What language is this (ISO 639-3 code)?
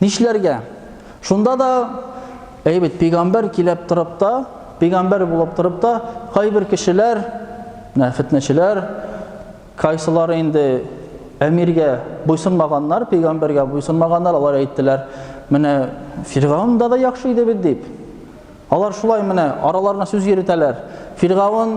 tat